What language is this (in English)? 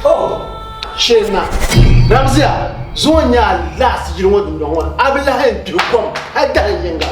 Dagbani